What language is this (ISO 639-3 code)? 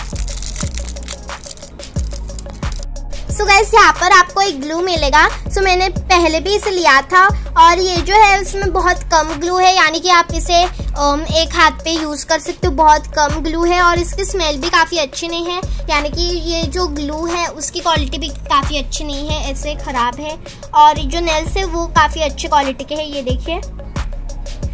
hin